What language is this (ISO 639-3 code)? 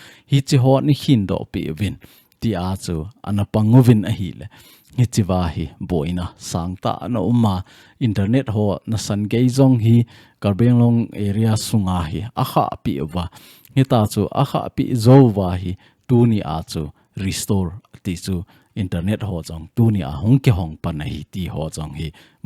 tcz